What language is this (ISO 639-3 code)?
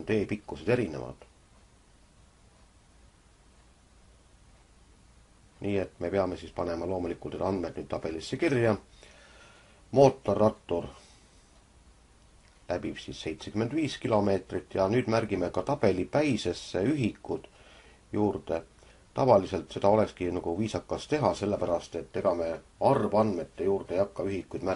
est